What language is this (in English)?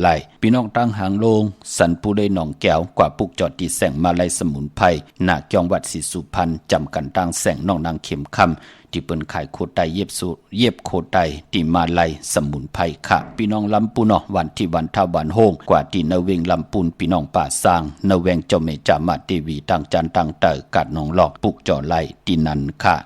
Shan